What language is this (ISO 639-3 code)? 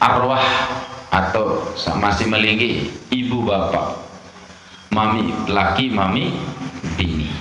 sas